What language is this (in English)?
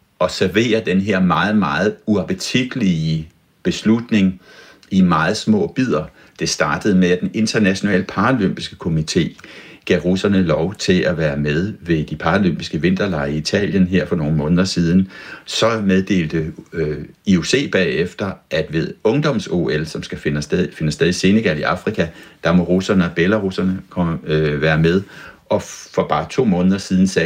Danish